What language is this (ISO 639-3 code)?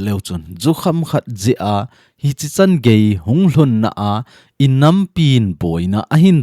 tcz